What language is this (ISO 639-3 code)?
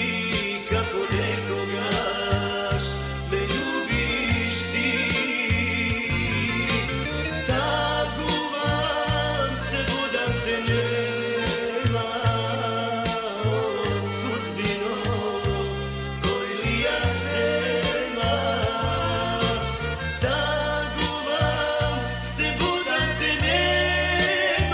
mkd